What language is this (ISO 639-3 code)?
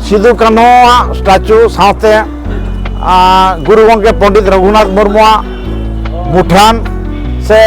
sat